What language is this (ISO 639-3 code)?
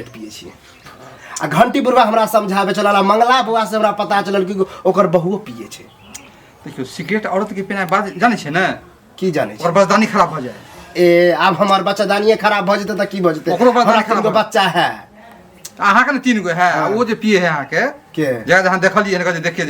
mai